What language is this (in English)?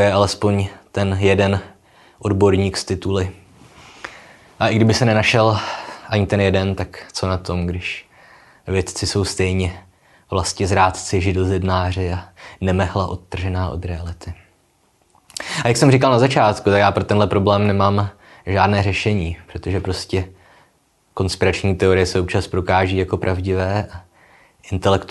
Czech